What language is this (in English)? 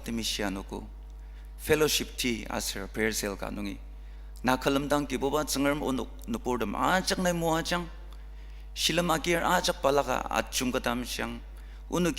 Ao Naga